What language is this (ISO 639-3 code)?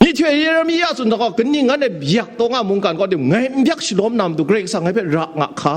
kac